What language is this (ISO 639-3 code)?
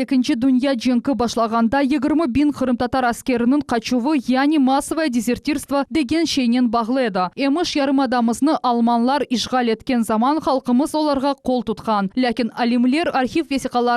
crh